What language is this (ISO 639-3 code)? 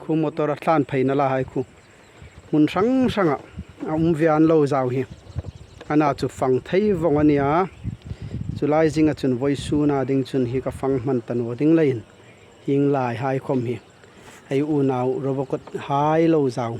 hmr